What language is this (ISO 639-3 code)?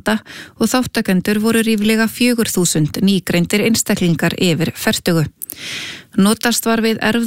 isl